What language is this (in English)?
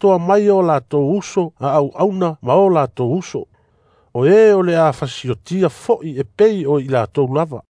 Samoan